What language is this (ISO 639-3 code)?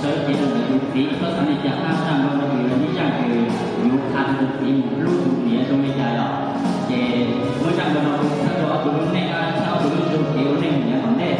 hmn